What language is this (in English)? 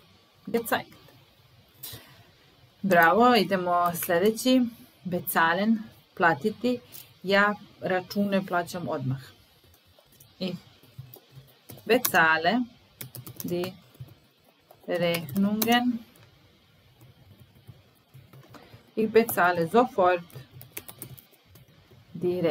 Serbian